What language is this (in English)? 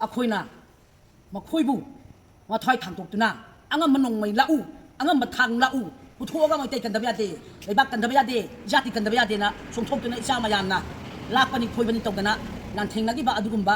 Manipuri